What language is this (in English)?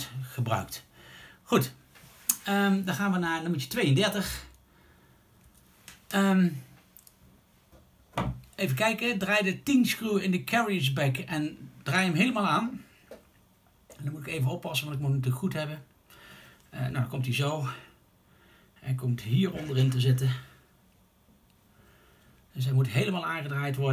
Dutch